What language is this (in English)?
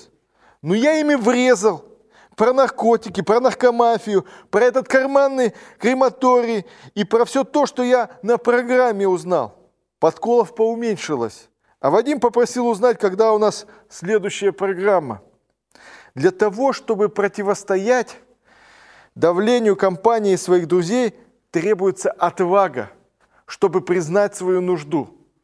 Russian